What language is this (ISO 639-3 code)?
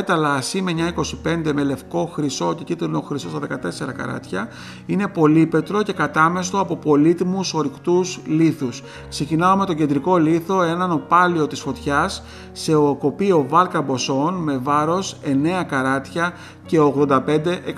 ell